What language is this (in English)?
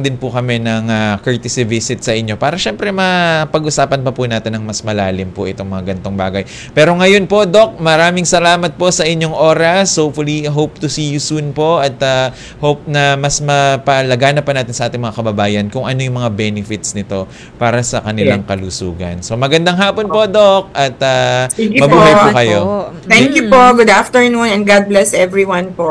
Filipino